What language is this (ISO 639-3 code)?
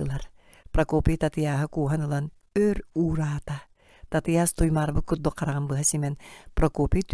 sah